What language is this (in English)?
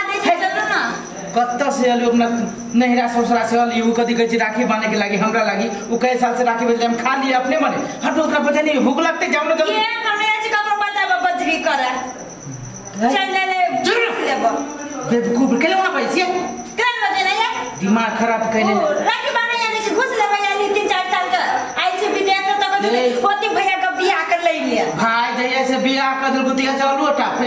Maithili